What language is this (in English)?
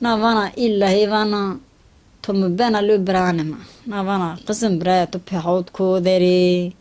Zaza